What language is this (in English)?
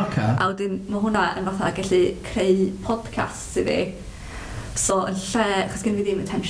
Welsh